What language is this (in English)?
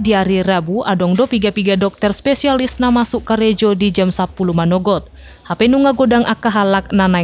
Batak Toba